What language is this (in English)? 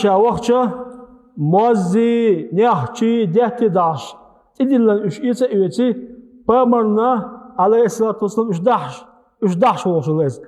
Chechen